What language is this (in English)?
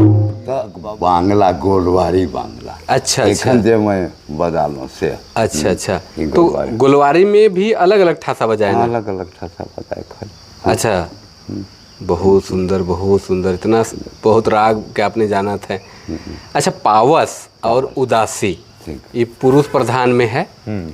Sadri